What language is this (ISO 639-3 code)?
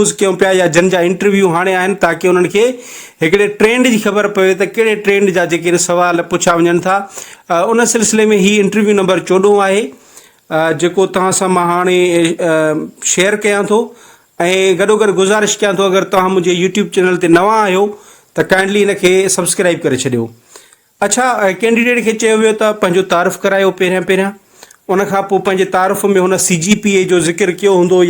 snd